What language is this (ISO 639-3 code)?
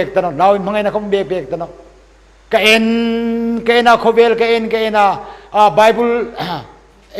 hmr